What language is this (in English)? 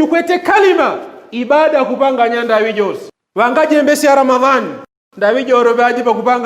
Yao